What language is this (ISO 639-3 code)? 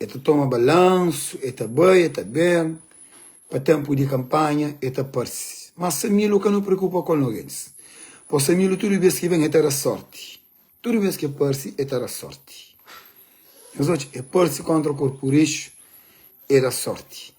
kea